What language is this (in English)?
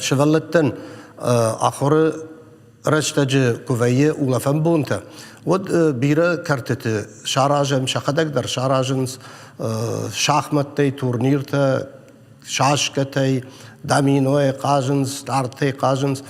Ossetic